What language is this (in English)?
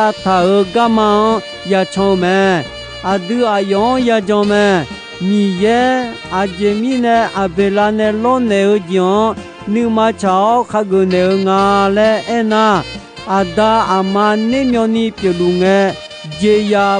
Akha